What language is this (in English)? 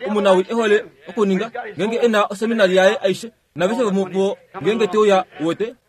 Kuanyama